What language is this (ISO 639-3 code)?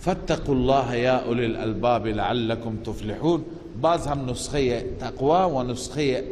fas